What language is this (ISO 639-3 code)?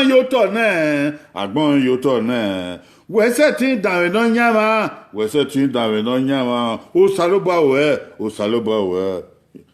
bin